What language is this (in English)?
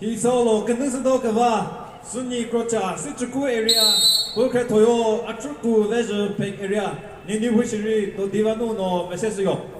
Chokri Naga